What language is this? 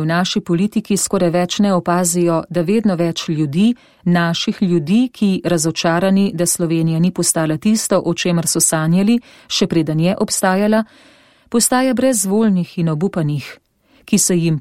Slovenian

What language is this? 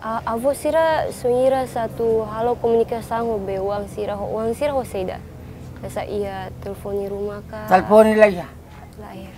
Tetum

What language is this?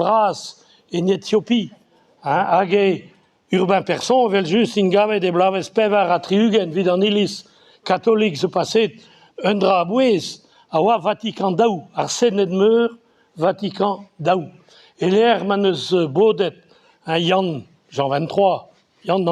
Breton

